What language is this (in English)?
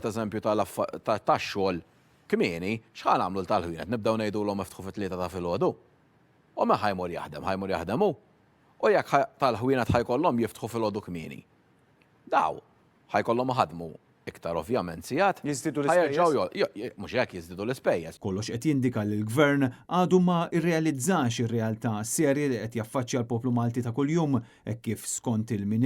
Maltese